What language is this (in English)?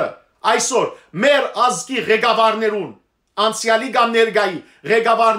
Western Armenian